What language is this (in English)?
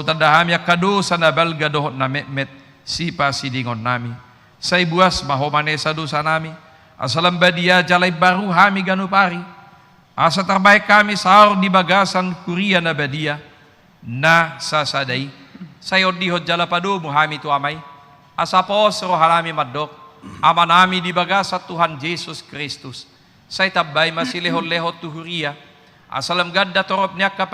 Batak Toba